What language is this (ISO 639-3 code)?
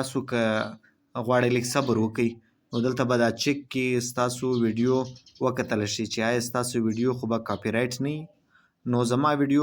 pus